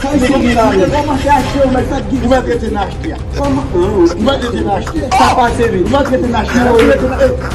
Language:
Haitian Creole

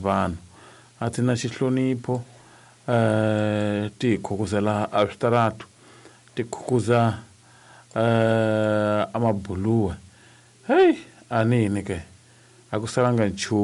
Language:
Tsonga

